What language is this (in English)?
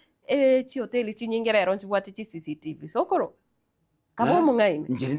Gusii